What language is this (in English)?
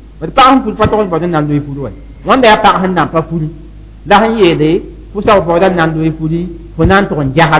Mossi